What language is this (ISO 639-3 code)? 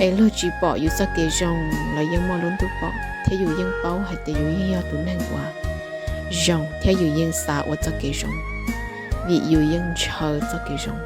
hmn